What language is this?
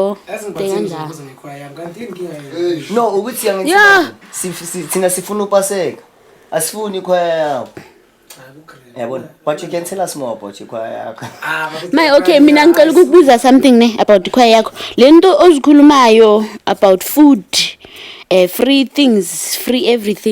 Zulu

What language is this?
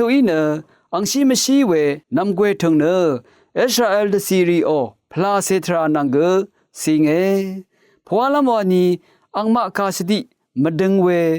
Rawang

